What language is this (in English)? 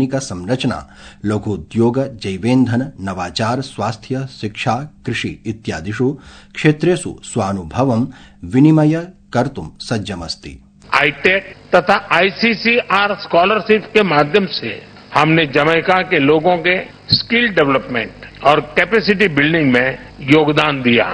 Sanskrit